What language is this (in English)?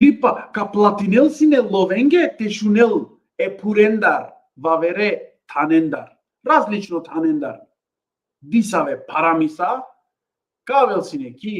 Balkan Romani